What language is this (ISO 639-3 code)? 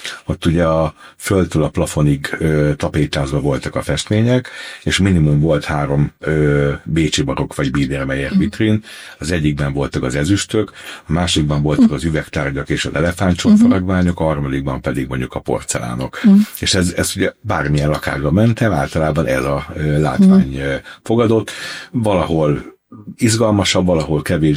hun